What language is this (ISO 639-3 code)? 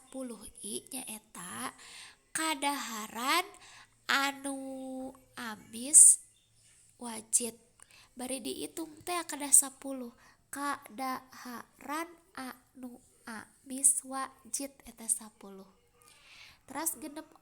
sun